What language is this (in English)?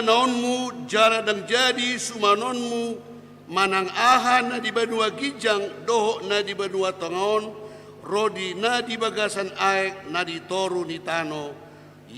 Batak Toba